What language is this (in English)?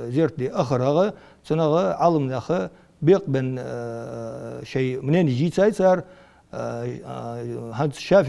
Ingush